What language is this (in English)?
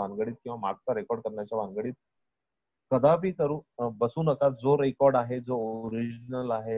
Marathi